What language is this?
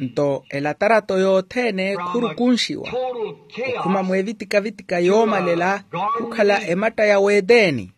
Makhuwa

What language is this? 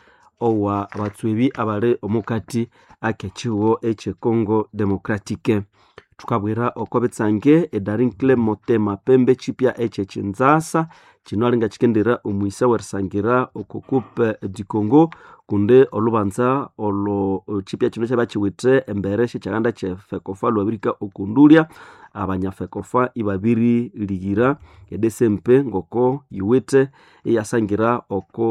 Nande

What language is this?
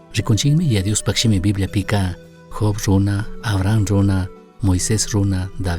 Chimborazo Highland Quichua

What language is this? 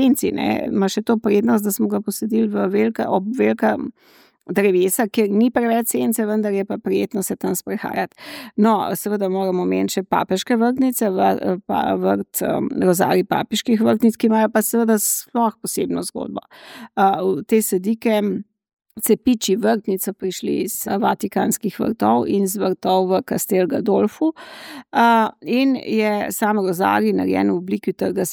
Slovenian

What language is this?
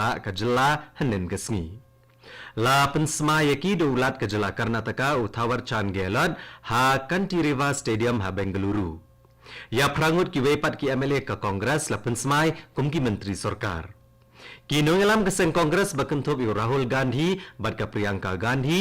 Khasi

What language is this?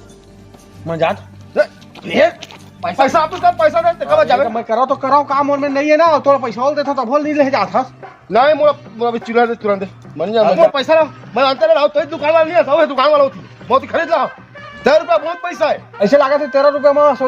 Chhattisgarhi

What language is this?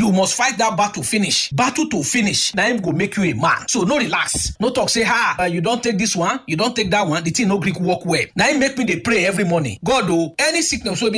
Nigerian Pidgin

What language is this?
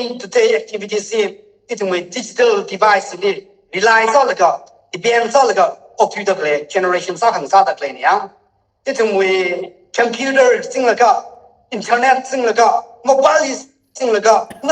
Tangkhul Naga (India)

